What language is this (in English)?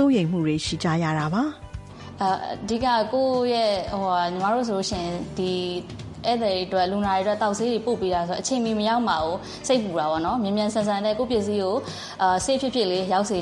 Burmese